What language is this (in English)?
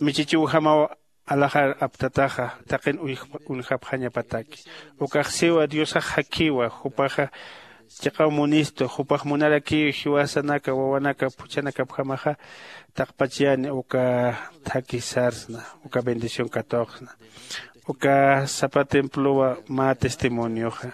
Aymara